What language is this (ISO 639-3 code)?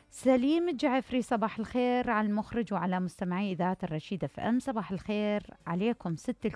acm